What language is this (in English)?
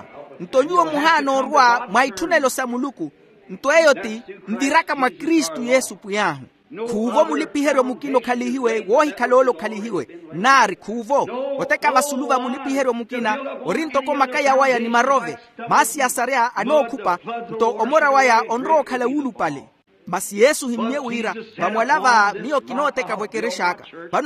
Makhuwa